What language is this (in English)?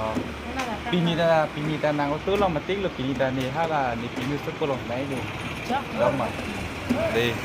Karbi